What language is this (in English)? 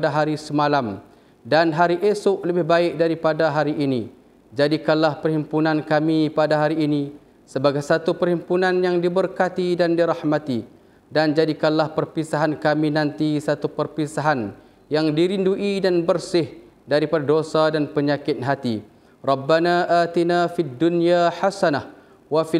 Malay